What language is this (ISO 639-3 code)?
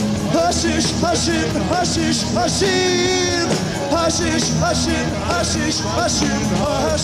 eng